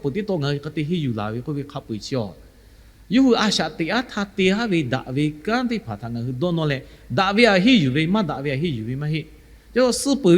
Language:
Lahu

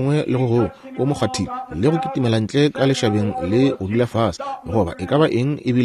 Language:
Northern Sotho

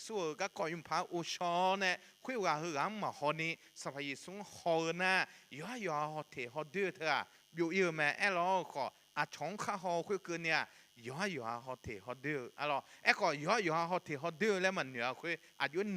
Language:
Akha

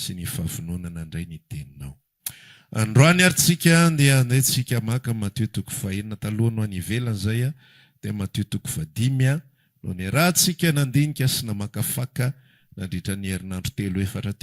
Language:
Malagasy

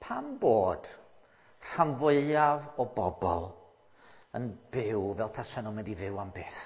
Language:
Welsh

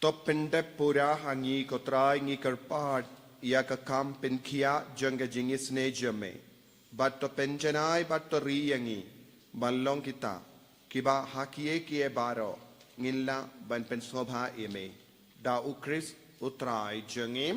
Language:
Khasi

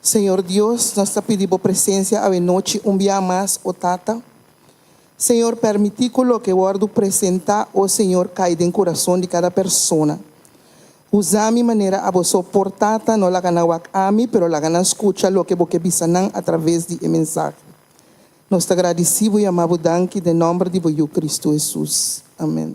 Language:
Papiamento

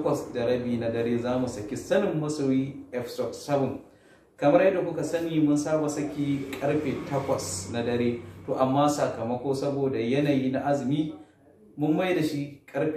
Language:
Hausa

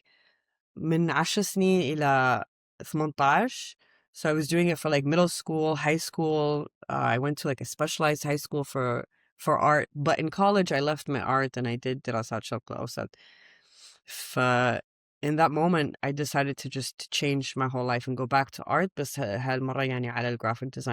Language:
Mesopotamian Arabic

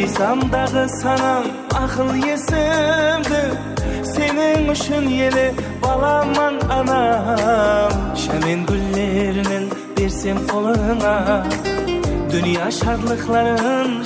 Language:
Kara-Kalpak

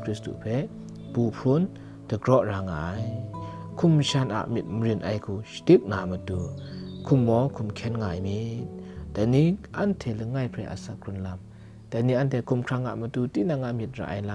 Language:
Kachin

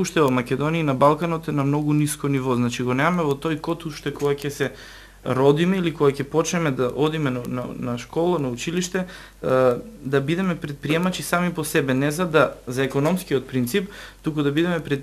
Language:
Macedonian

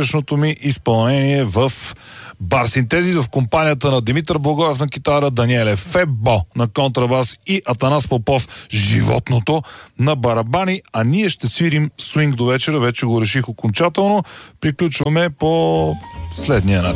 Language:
Bulgarian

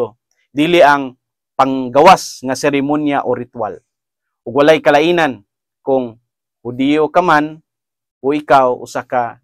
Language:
Cebuano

